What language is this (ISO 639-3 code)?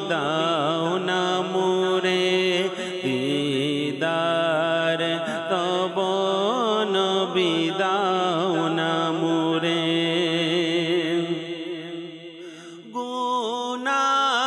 ben